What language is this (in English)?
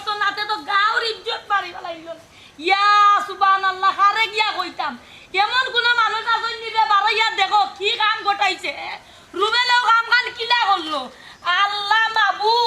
Sylheti